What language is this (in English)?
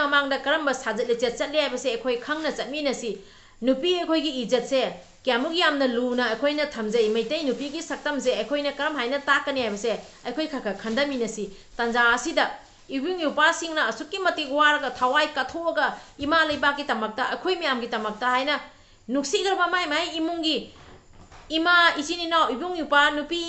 Manipuri